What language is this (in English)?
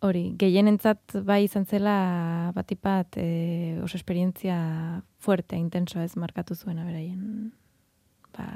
Basque